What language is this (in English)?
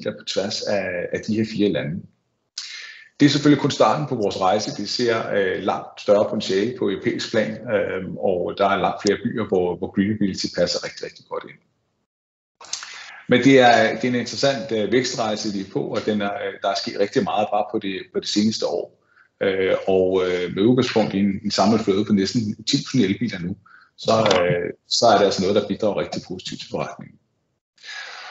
Danish